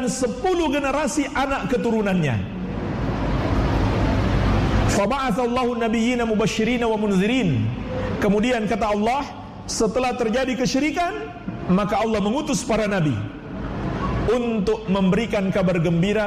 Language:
Indonesian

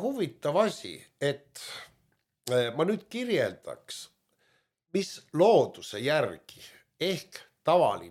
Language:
Estonian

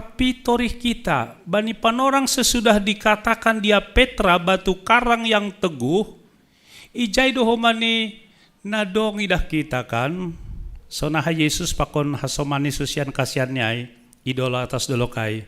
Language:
Batak Simalungun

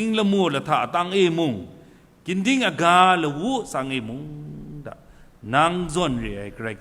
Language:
Kachin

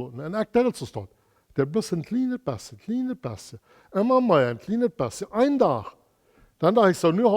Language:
Plautdietsch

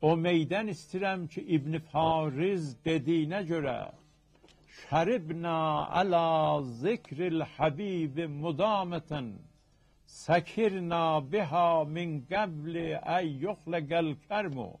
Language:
South Azerbaijani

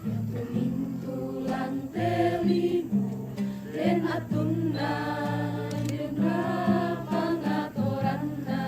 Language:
Toraja-Sa'dan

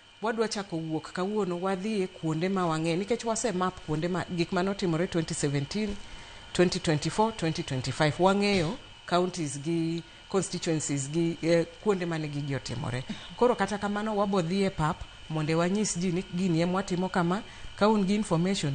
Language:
Luo (Kenya and Tanzania)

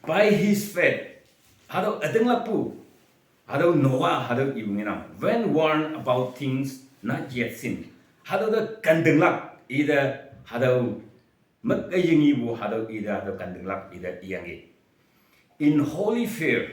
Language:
Naga Pidgin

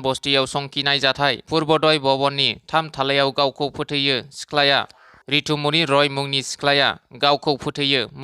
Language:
Bodo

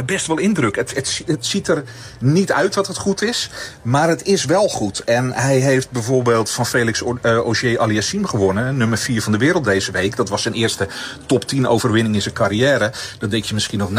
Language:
Dutch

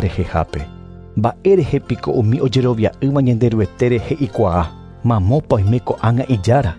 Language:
Guarani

